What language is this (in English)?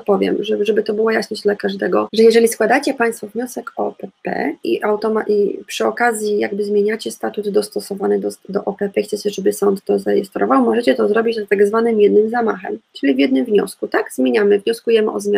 Polish